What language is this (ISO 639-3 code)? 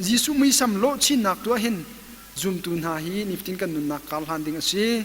cnh